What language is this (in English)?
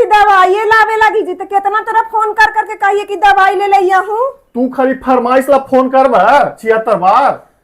Magahi